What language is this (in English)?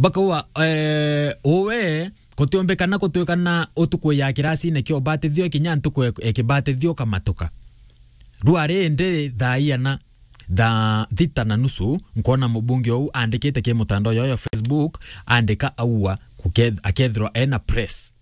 Meru